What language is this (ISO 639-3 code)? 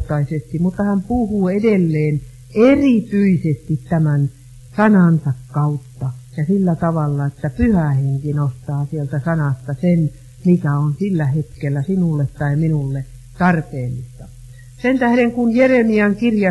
fin